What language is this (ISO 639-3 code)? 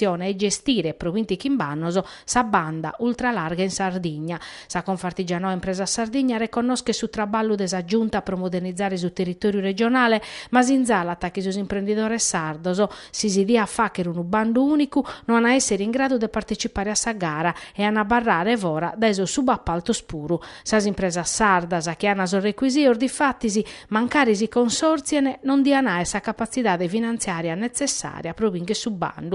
srd